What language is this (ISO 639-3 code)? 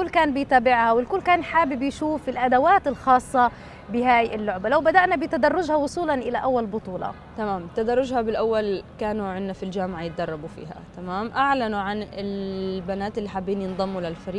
ajp